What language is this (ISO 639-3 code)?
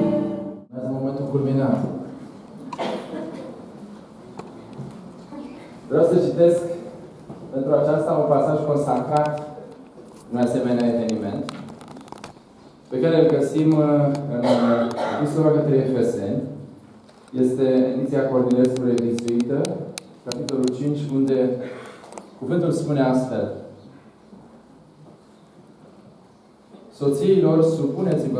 ron